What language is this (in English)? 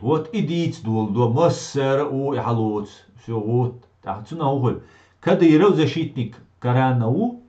Chechen